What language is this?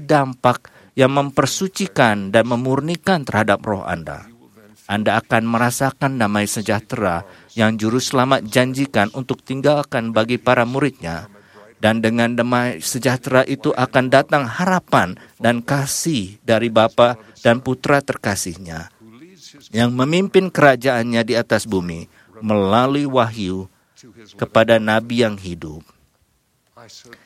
Indonesian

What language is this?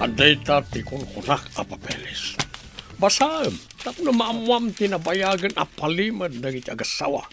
Iloko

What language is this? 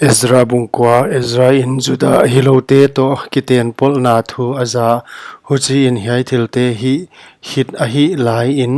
Paite Chin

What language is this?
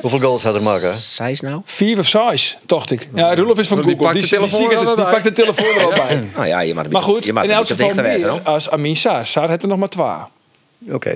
Western Frisian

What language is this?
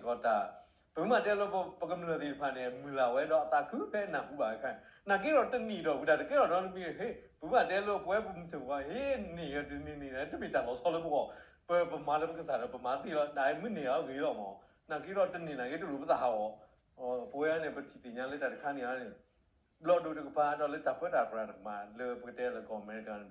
S'gaw Karen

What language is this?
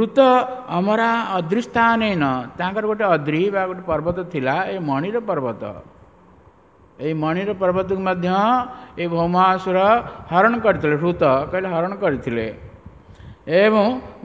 Odia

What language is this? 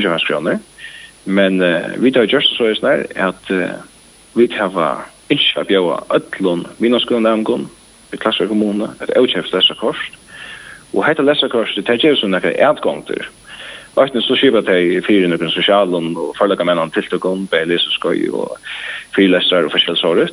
Faroese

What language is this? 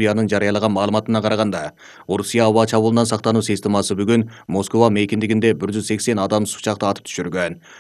Kyrgyz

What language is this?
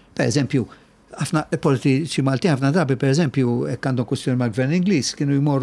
Maltese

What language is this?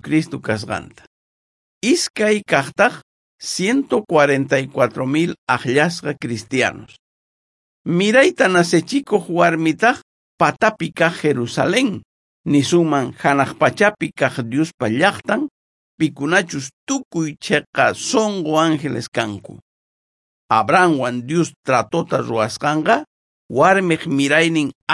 South Bolivian Quechua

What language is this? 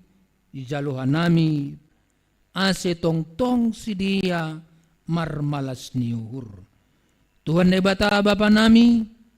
Batak Simalungun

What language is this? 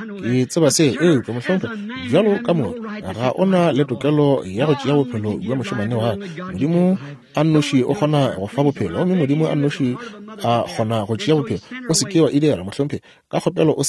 Northern Sotho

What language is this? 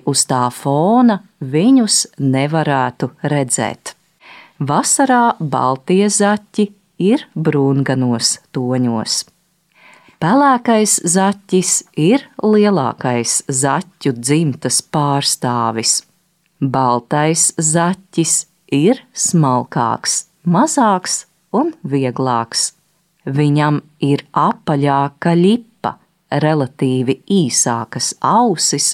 Latvian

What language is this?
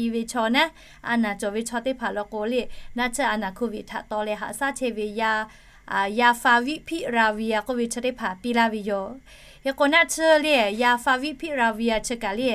Lahu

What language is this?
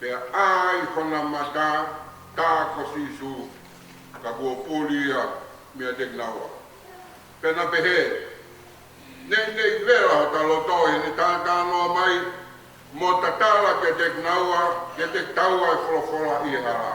Tongan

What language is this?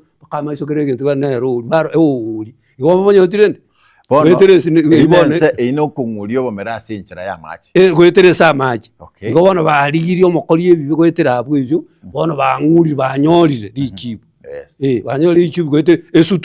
Gusii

